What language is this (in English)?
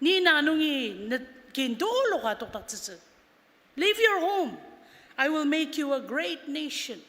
Ao Naga